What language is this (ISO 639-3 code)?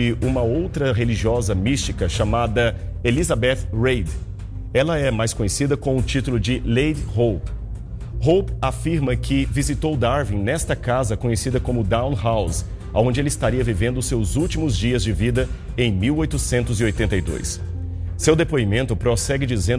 por